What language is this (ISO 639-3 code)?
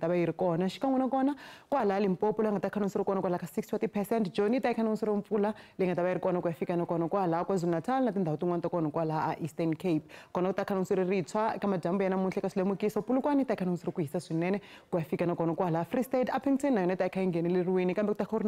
tso